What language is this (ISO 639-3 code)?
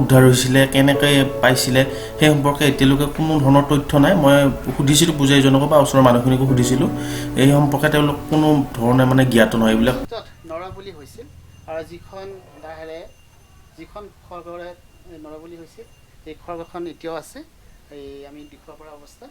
asm